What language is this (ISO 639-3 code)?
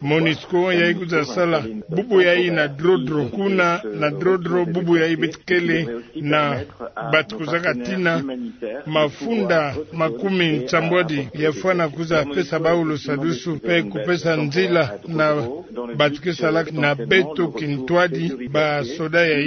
ktu